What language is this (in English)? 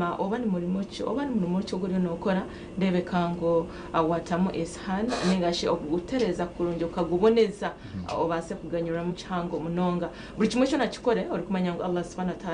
Nyankole